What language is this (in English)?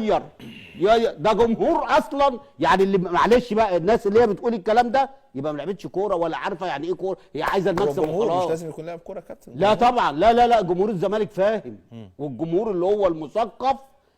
Egyptian Arabic